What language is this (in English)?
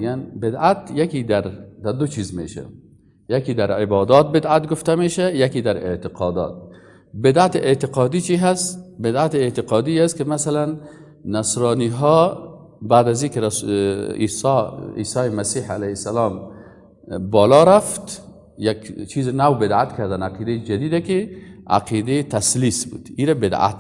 Persian